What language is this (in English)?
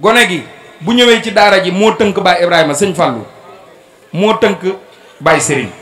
Wolof